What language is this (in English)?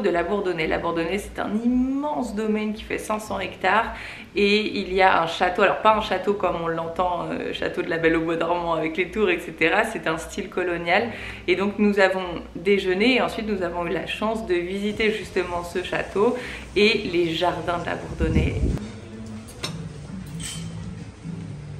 French